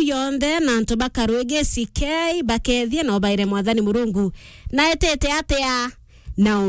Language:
Meru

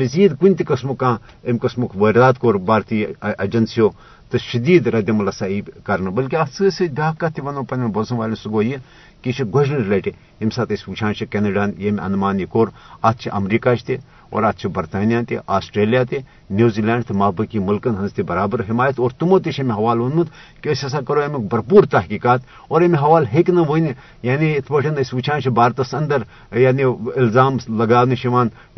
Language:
Kashmiri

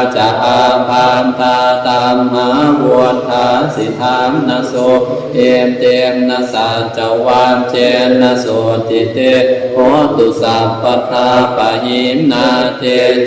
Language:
Pali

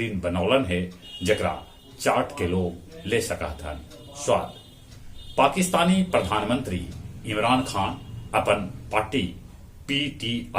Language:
Magahi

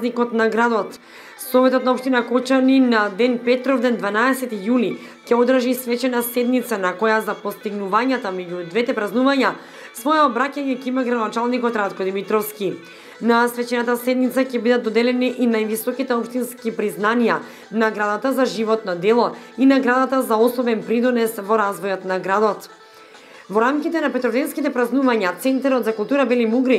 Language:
Macedonian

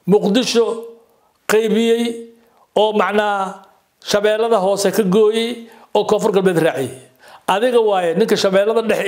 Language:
Somali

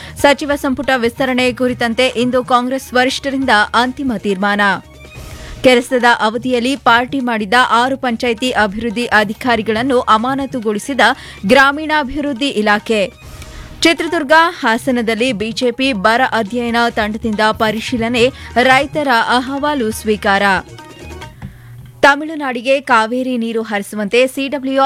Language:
Kannada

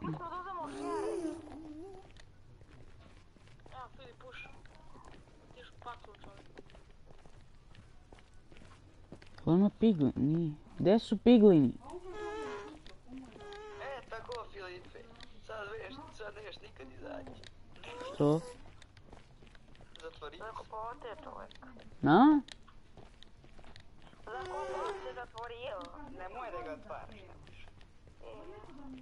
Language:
Croatian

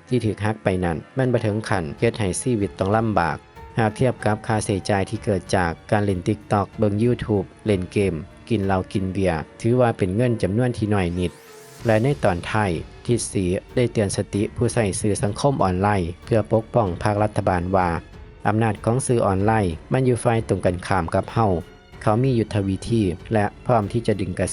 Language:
Lao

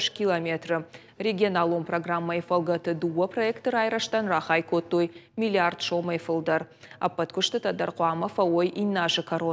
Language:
Ossetic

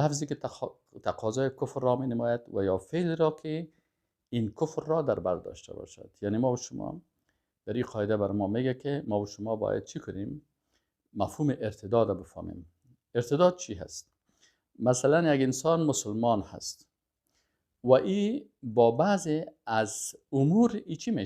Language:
Persian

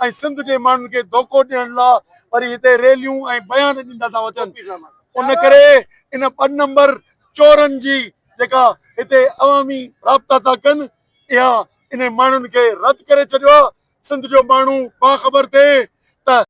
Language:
Sindhi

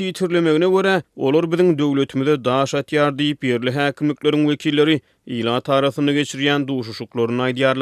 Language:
Turkmen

